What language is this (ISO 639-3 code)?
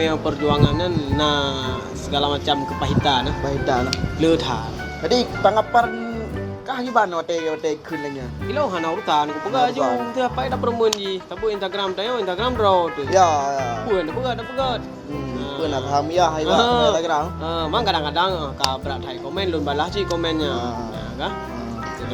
ace